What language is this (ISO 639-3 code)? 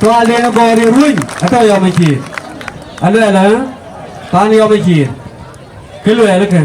din